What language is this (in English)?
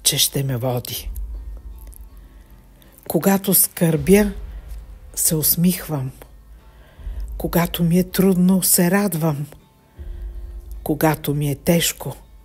Bulgarian